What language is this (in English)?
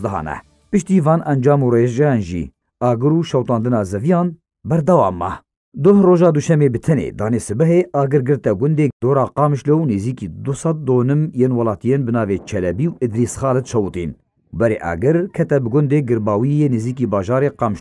Kurdish